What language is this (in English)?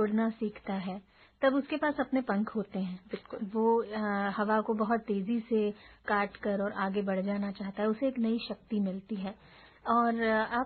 Hindi